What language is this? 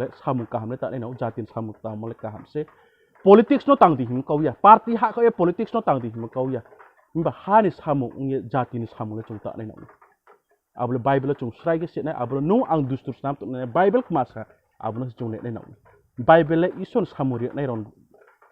Riang (India)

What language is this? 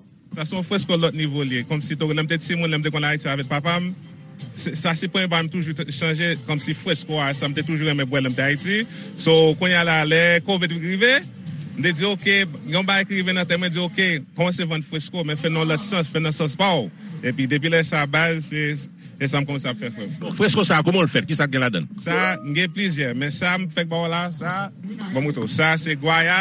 Haitian Creole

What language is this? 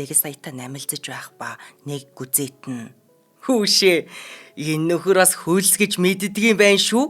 Mongolian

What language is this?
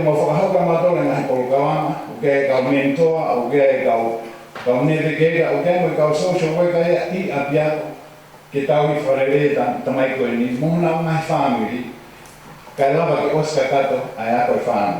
Tongan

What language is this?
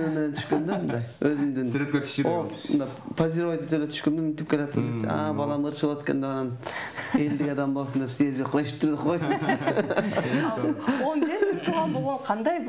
Kyrgyz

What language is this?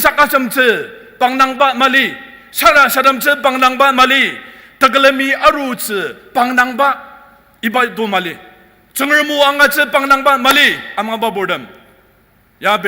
Ao Naga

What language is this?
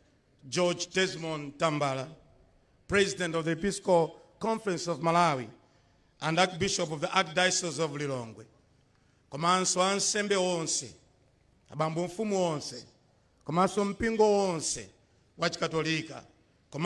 Nyanja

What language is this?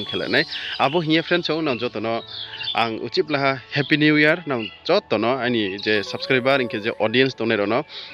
Riang (India)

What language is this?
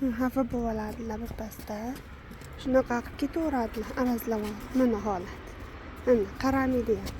Uzbek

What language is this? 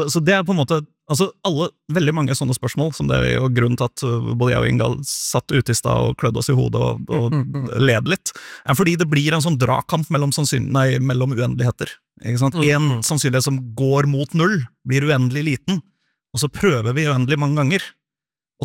Norwegian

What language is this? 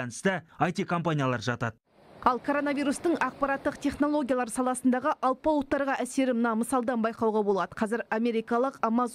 Kazakh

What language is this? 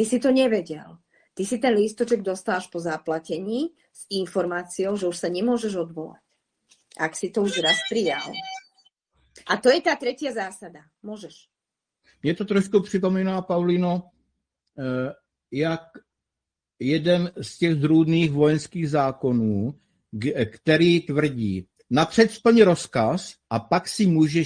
Slovak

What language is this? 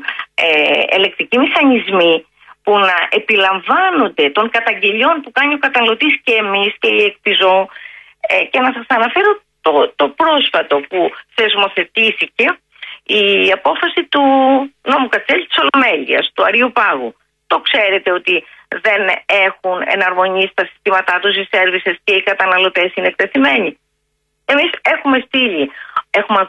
Greek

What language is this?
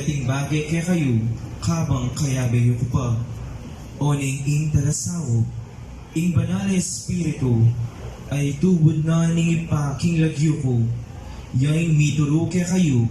Pampanga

